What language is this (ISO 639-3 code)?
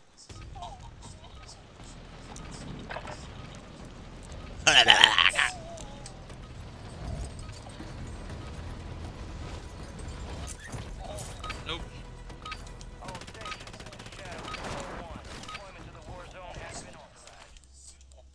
eng